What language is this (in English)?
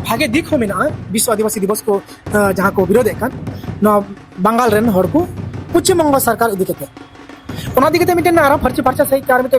Santali